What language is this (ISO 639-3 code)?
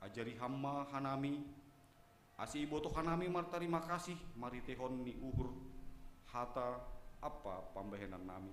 bts